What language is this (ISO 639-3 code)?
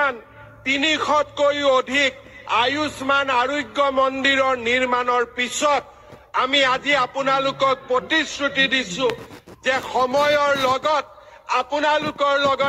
asm